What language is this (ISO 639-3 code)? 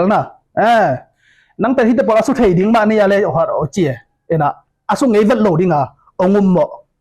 ctd